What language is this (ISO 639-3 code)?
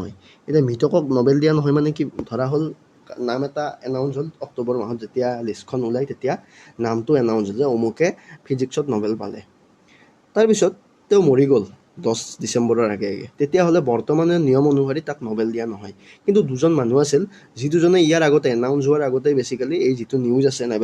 asm